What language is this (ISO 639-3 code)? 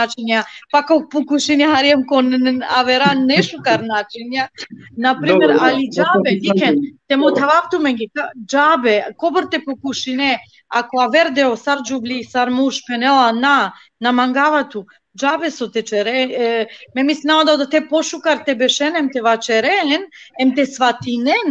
rmn